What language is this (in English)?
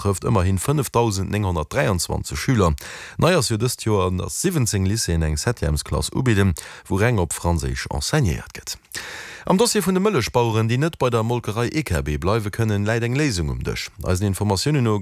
Luxembourgish